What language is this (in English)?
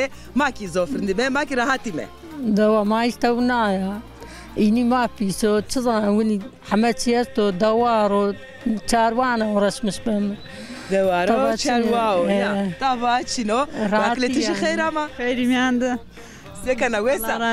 Zaza